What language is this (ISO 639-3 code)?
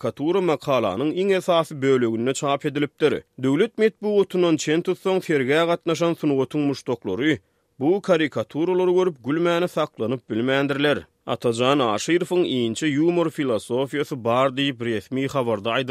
tuk